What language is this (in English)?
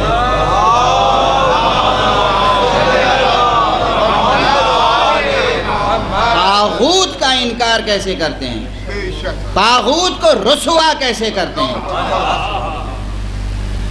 Urdu